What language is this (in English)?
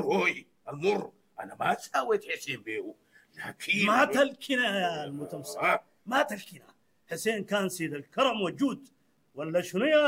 Sudanese Arabic